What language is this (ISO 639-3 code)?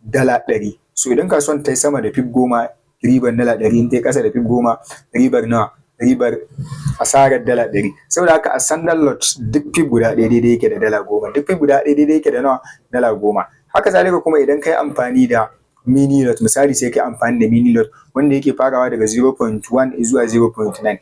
hau